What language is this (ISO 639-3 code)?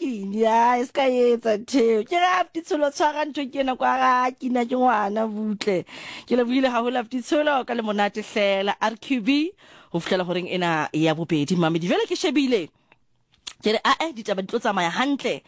sot